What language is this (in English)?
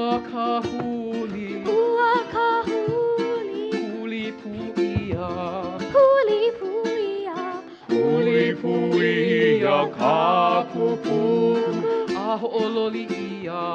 Hawaiian